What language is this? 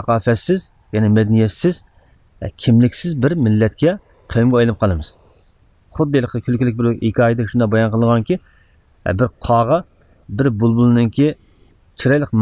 Uyghur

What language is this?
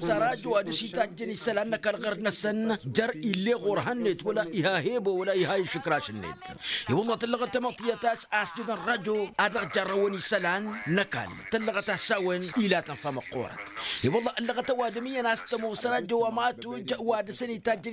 Tamasheq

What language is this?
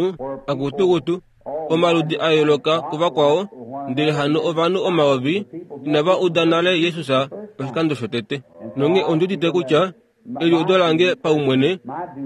Kuanyama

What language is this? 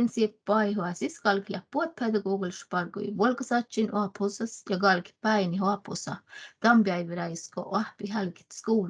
Northern Sami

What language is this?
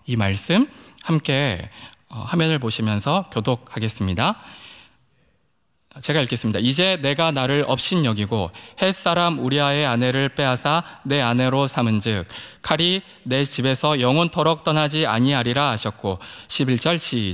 Korean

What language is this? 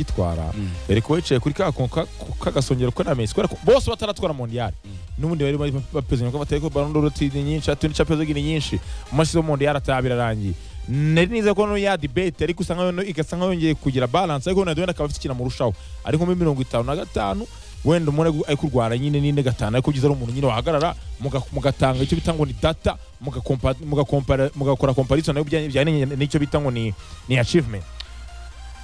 Kinyarwanda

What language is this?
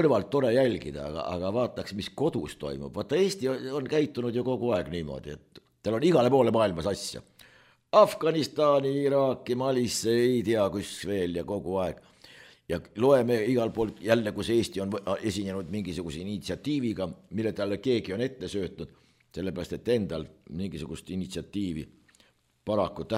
Estonian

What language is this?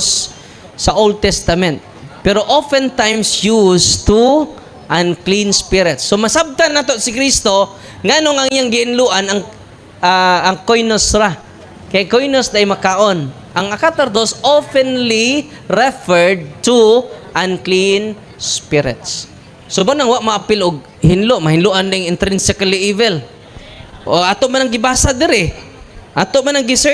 Cebuano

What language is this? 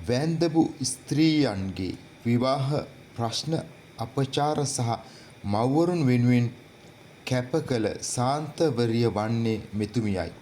Sinhala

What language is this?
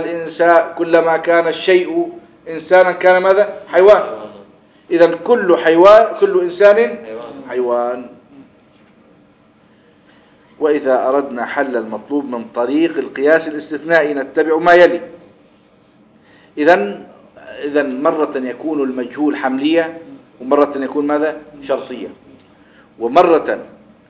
Arabic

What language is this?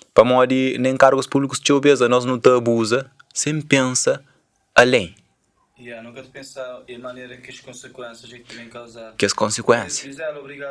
Kabuverdianu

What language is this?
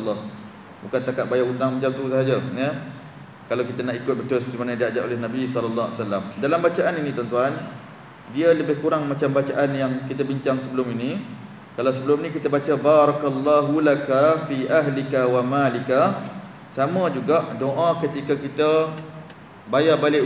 Malay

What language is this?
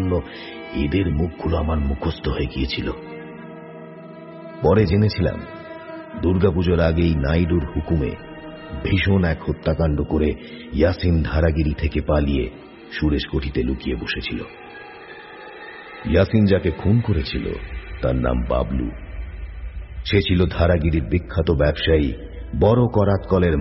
Bangla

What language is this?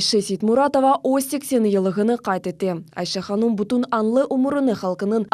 Crimean Tatar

